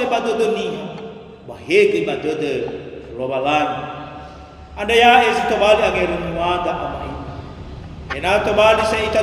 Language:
Nias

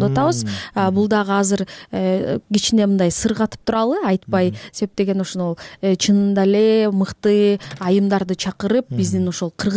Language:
Kyrgyz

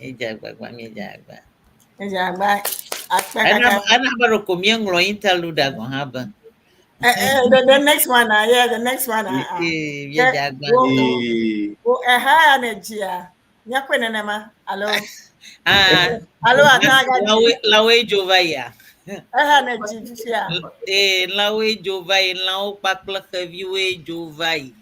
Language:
Ewe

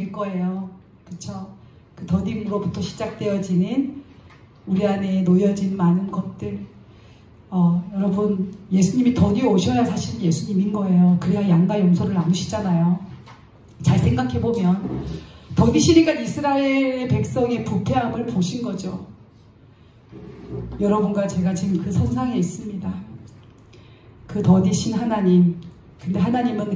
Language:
Korean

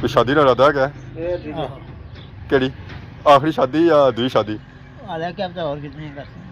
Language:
Pahari-Potwari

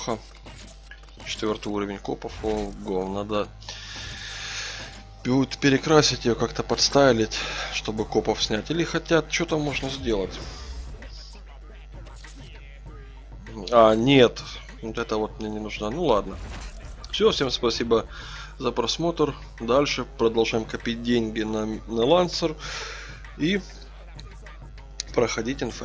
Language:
Russian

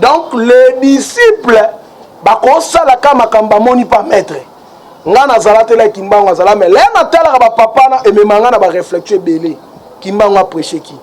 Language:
Lingala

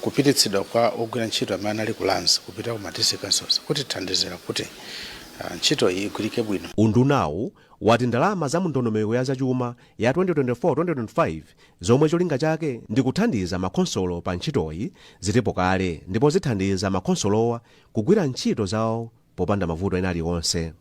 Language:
Nyanja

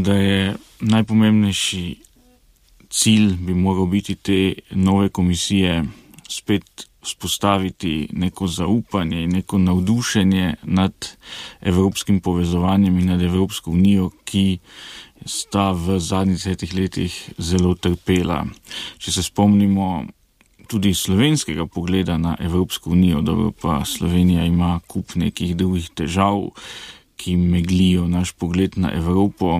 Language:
Slovenian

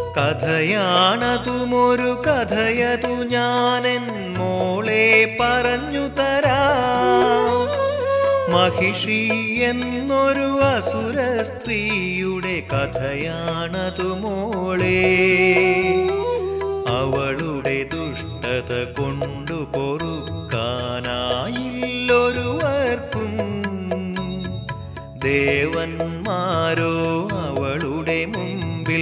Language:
Malayalam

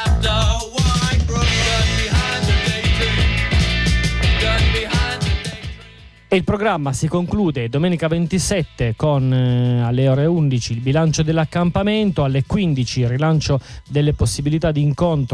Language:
Italian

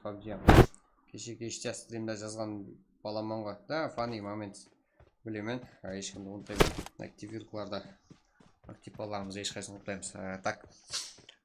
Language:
Kara-Kalpak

